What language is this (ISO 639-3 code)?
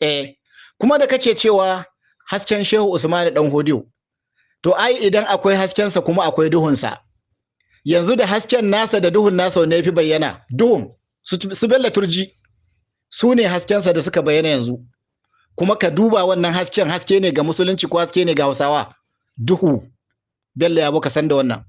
hau